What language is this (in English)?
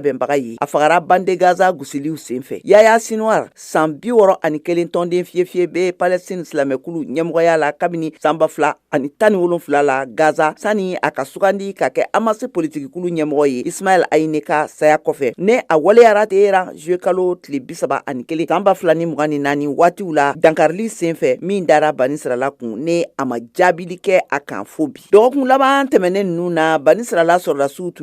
Bambara